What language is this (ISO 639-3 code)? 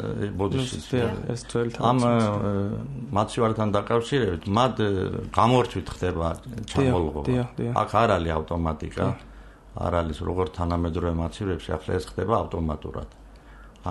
kat